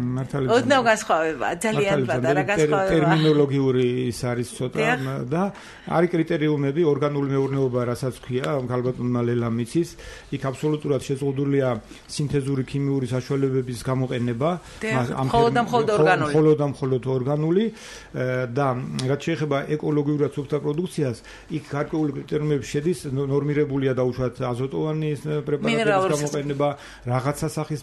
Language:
Georgian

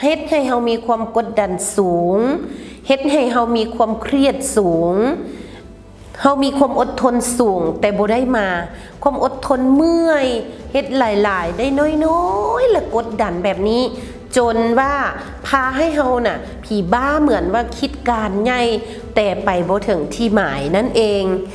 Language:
Lao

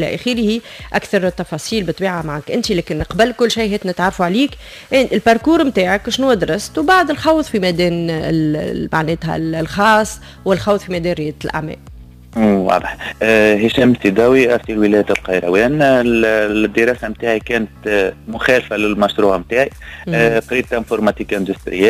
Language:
Tunisian Arabic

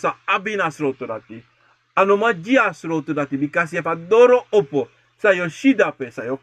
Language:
Sranan Tongo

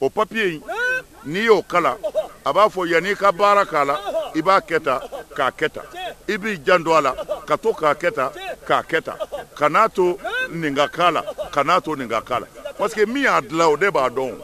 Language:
Bambara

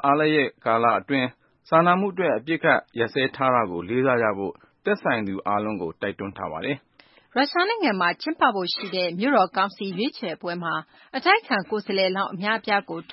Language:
Burmese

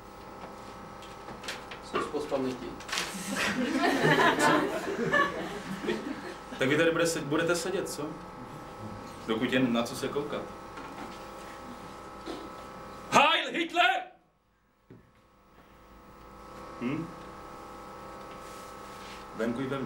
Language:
Czech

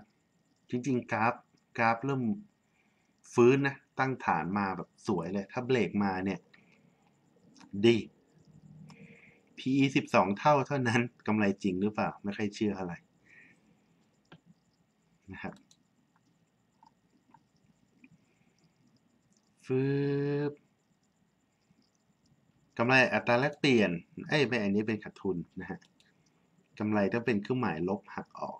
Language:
Thai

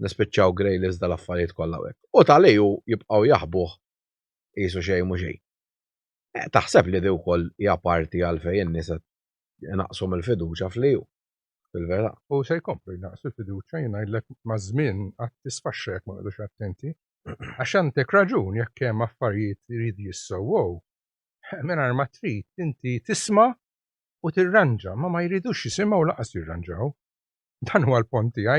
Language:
Maltese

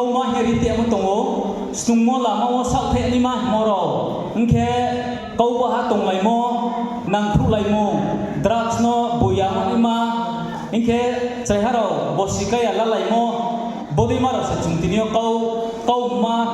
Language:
Riang (India)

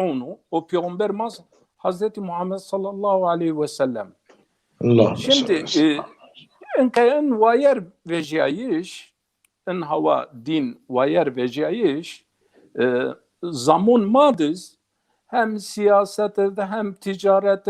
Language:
Zaza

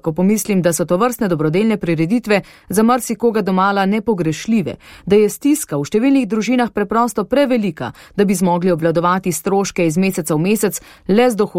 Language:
Slovenian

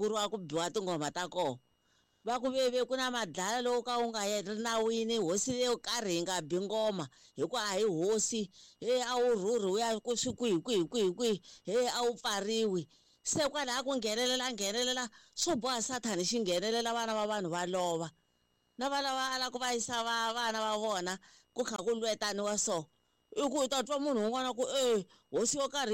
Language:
Tsonga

